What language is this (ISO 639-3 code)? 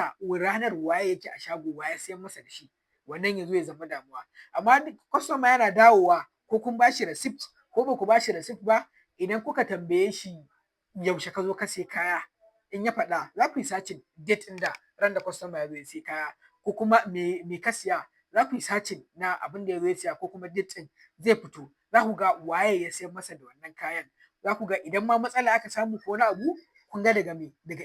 hau